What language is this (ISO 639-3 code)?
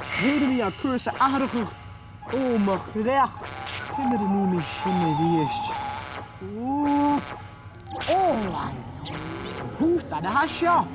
gla